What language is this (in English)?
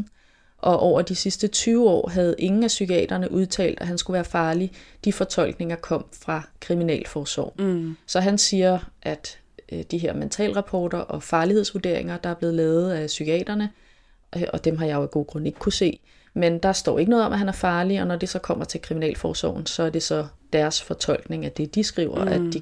Danish